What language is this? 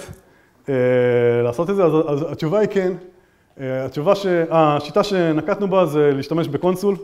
Hebrew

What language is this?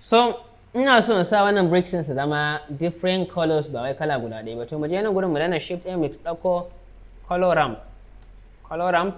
Hausa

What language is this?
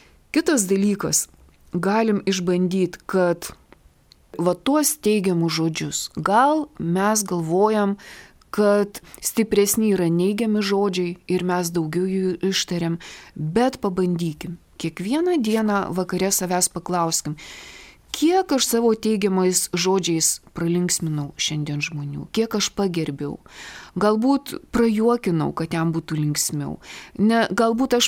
Lithuanian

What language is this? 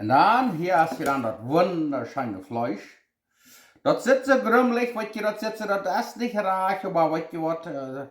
Plautdietsch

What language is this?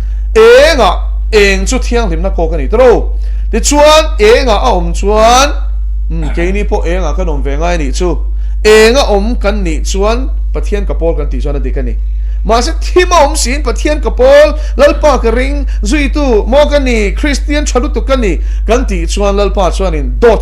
Mizo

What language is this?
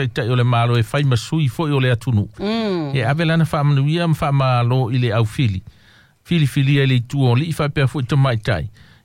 Samoan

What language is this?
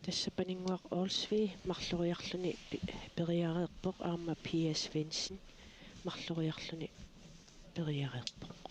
Kalaallisut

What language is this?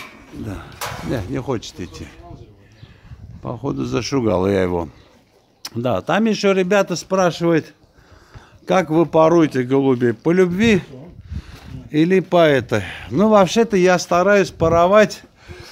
Russian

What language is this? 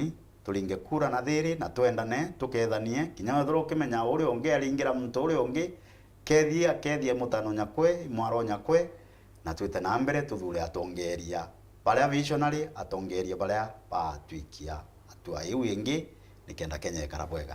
Meru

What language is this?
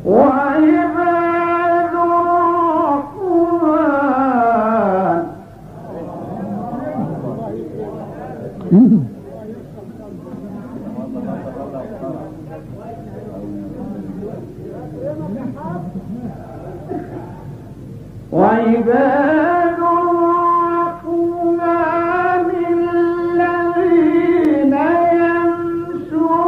Arabic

